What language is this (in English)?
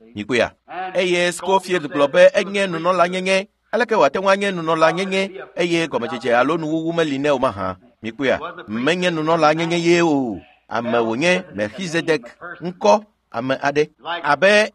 Ewe